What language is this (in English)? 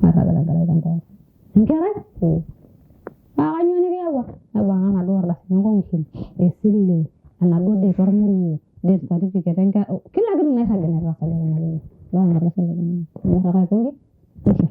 Masai